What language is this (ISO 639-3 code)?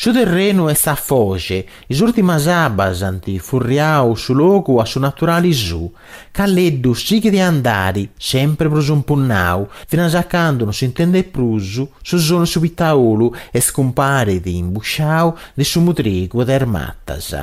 srd